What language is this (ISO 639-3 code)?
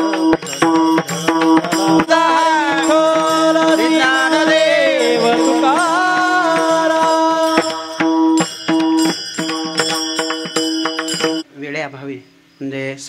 mar